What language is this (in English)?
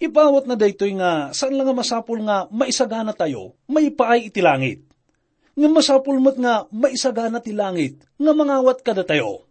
Iloko